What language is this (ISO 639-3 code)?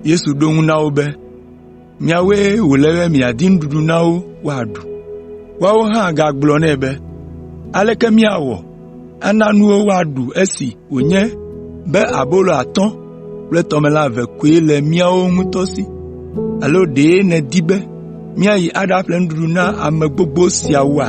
ewe